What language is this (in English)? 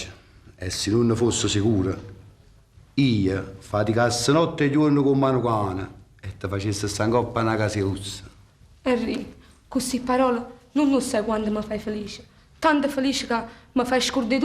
Neapolitan